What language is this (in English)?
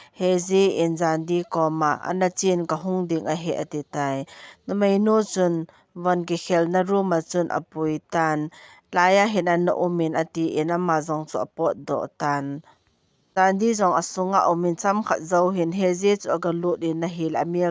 Thado Chin